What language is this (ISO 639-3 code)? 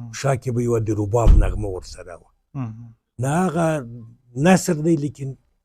pus